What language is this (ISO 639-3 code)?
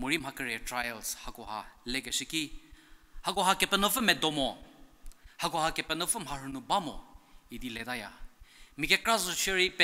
njm